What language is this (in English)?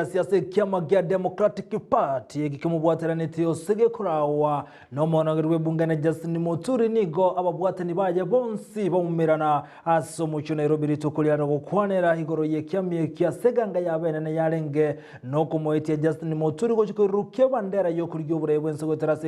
Gusii